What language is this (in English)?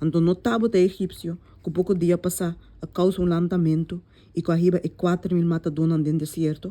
Papiamento